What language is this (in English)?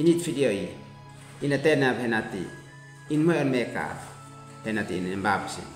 Uab Meto